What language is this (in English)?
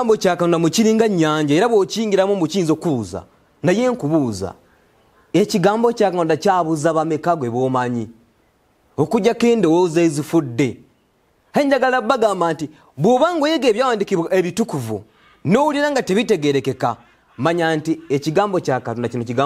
Ganda